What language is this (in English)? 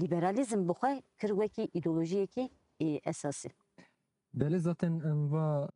Kurdish